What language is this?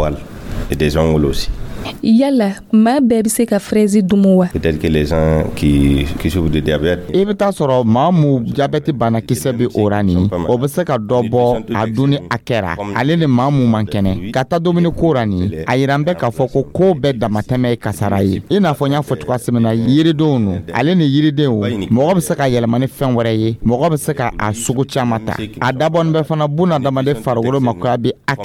Dyula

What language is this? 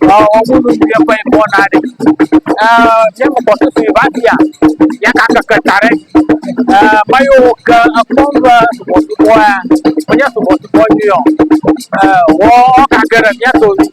Ewe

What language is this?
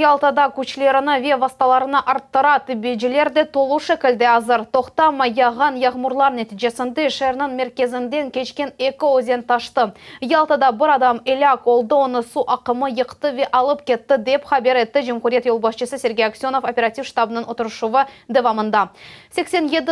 Crimean Tatar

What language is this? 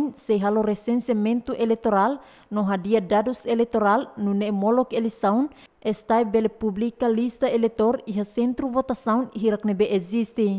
Tetum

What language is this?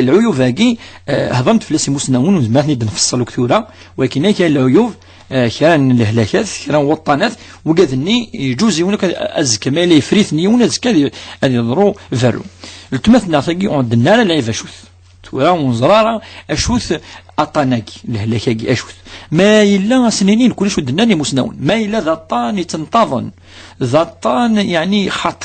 Kabyle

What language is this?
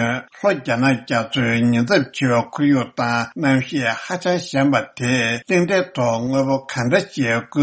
Tibetan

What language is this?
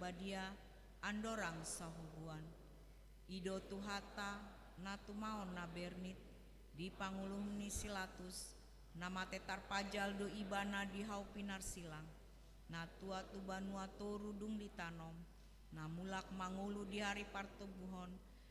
Batak Toba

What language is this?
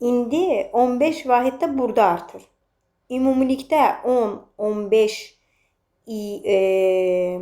Azerbaijani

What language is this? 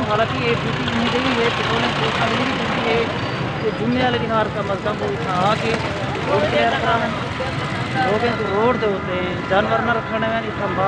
Saraiki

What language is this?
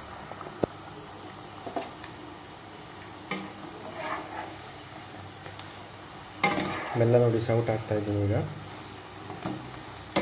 Kannada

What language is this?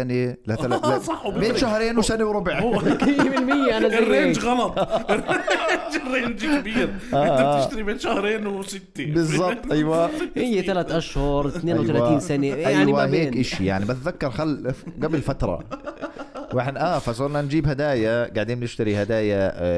North Levantine Arabic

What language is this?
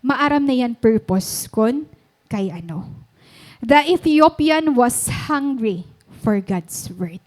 Waray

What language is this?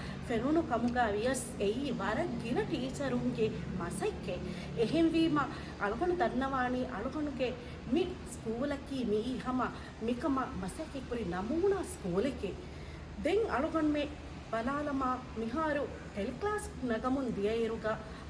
Divehi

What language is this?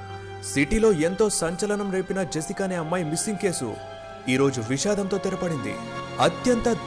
Telugu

